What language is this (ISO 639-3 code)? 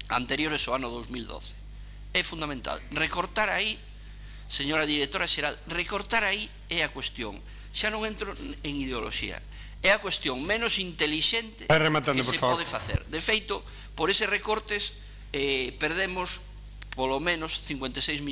glg